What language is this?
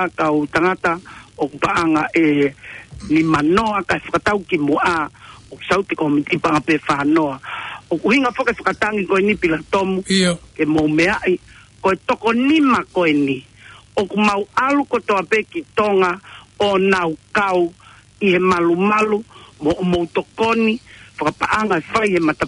Tongan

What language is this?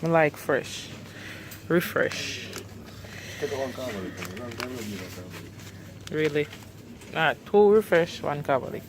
Jamaican Creole English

